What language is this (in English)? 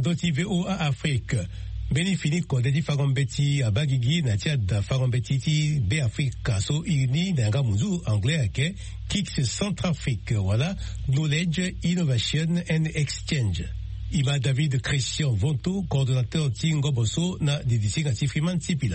Sango